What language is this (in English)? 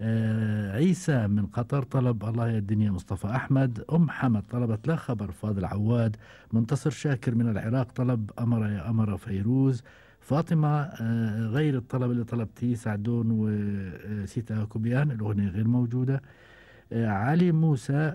Gulf Arabic